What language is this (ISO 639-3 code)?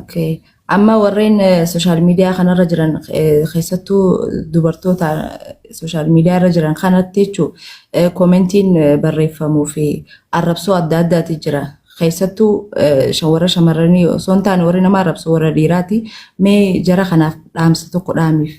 orm